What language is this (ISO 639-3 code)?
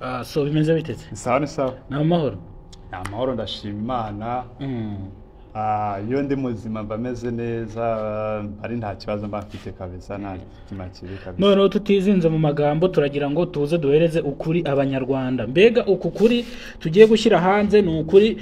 kin